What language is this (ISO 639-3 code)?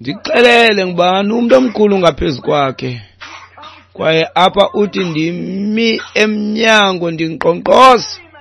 xho